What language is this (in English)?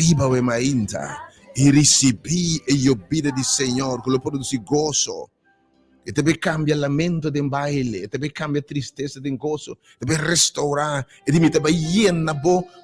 Papiamento